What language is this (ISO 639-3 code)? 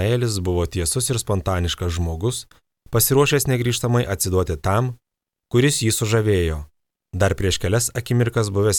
lit